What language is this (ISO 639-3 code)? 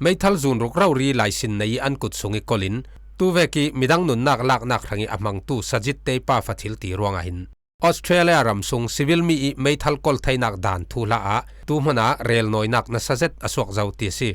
cfm